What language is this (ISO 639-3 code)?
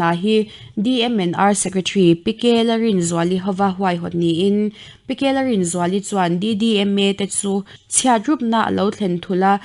lus